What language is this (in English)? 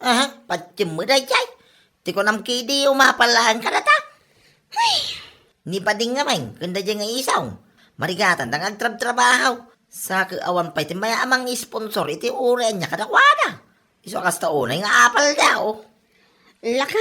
Iloko